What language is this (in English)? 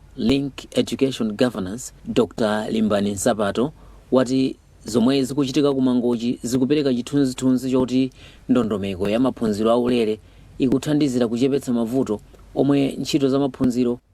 Nyanja